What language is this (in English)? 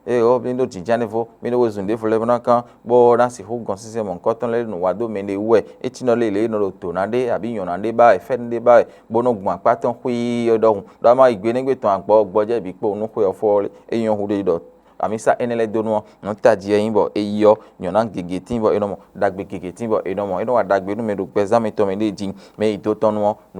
Fon